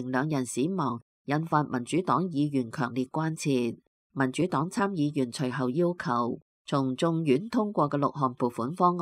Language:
Cantonese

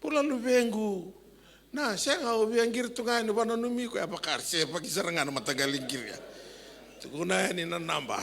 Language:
Fijian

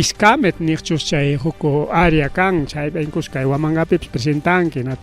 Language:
Ayacucho Quechua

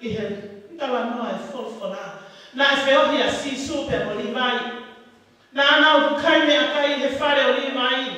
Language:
Tongan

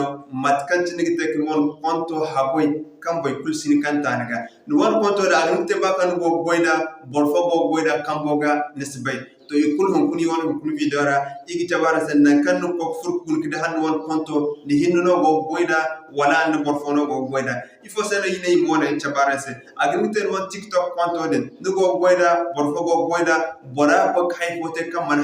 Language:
Zarma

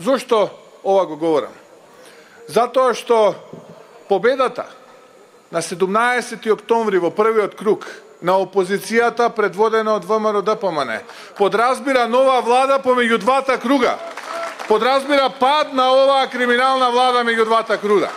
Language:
Macedonian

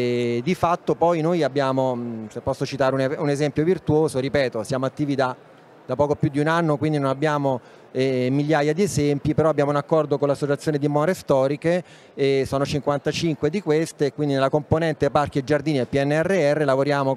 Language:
Italian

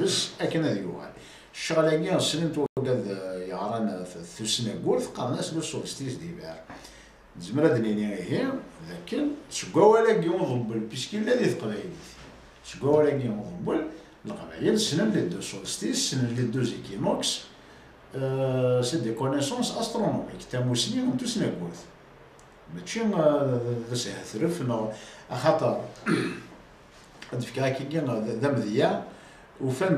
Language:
Kabyle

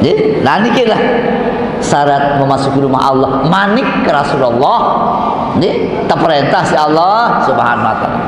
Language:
Sasak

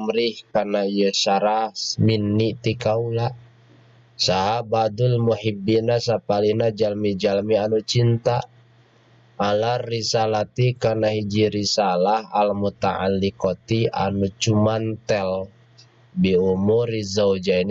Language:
Sundanese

